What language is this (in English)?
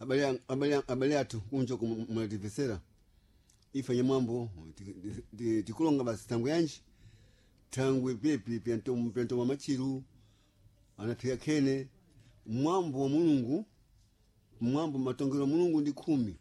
Sena